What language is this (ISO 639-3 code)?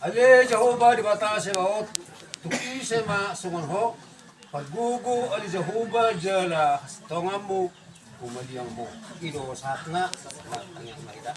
bbc